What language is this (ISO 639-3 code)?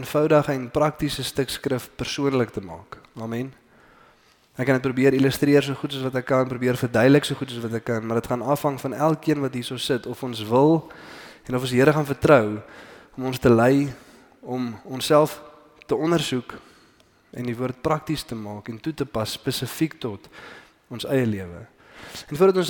afr